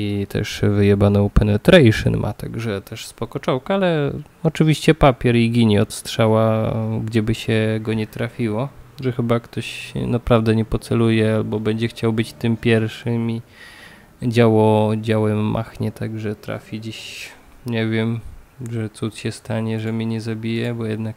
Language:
Polish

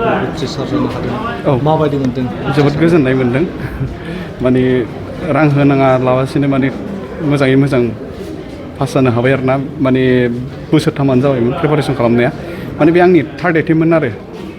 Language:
Bodo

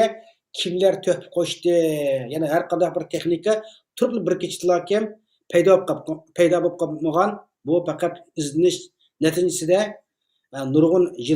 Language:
Uyghur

